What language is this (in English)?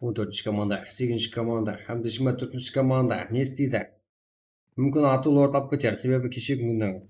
Kara-Kalpak